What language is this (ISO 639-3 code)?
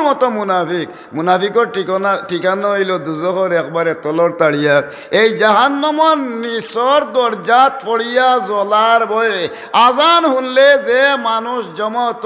syl